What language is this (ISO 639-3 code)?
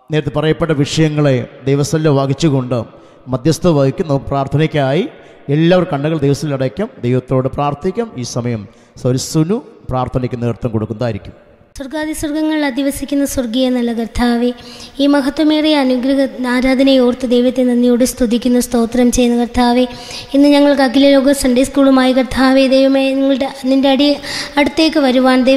mal